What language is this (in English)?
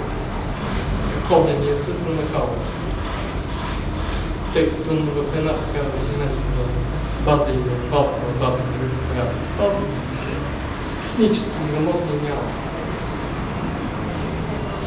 Bulgarian